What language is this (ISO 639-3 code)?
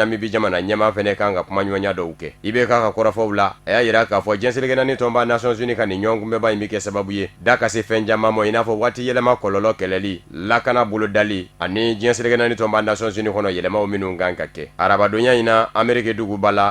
bam